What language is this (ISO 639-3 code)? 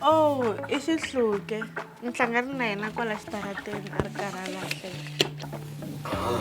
tso